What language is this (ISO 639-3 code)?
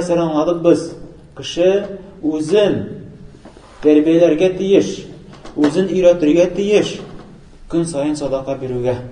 tat